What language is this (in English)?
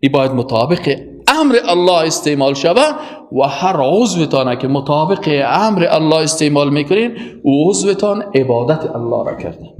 Persian